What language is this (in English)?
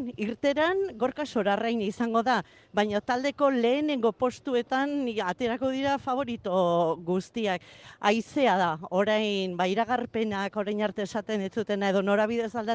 Basque